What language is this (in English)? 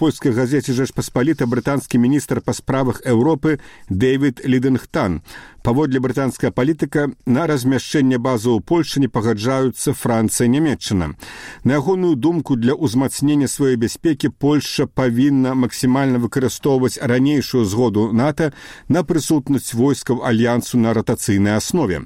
Belarusian